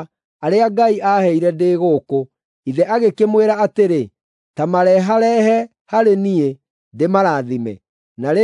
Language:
Kikuyu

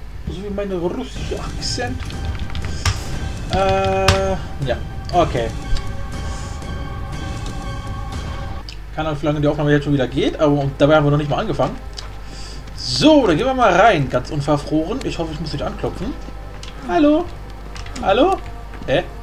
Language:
German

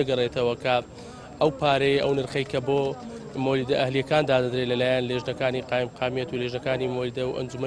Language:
Central Kurdish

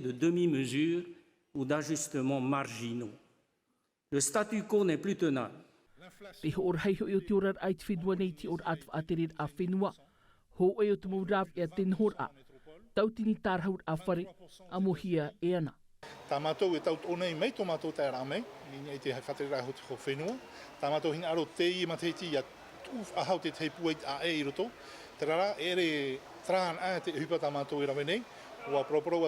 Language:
Tahitian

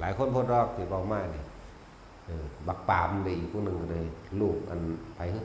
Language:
Northeastern Thai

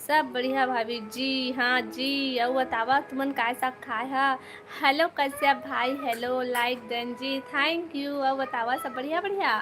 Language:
Chhattisgarhi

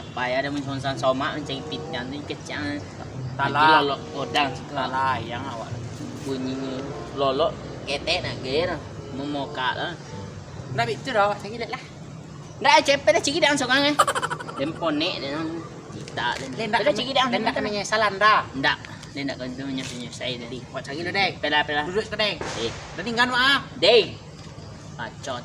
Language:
Minangkabau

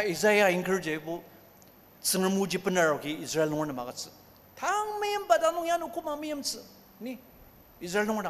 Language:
Ao Naga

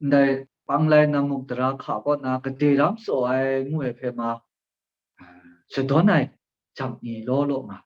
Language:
Kachin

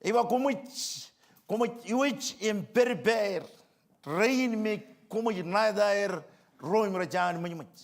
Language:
Marshallese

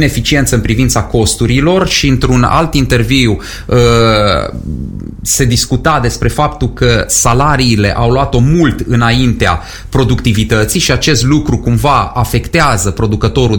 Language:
Romanian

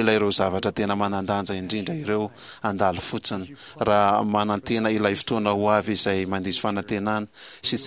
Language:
Malagasy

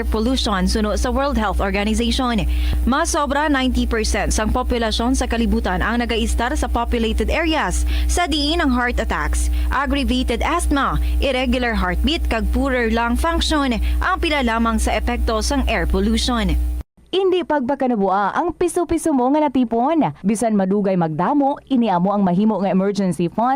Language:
Hiligaynon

